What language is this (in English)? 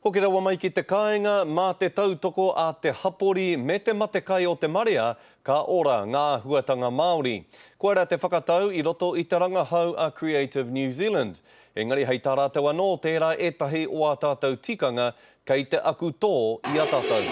Māori